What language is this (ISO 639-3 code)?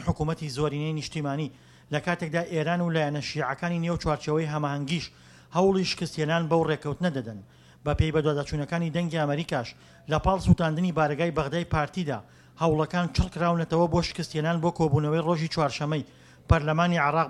ckb